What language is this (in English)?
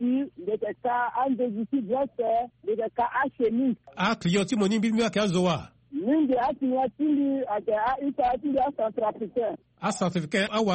Sango